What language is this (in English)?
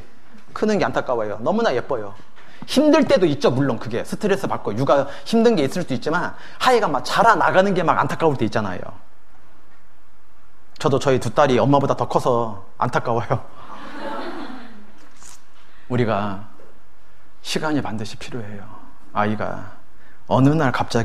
Korean